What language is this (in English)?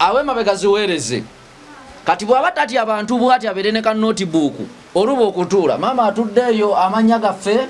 Ganda